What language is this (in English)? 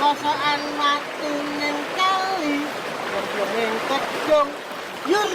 Javanese